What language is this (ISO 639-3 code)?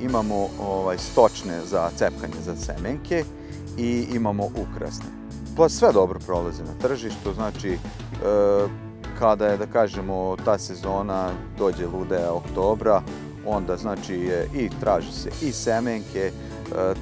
srp